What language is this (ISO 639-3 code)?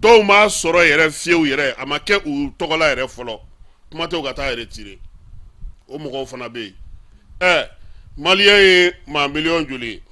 bam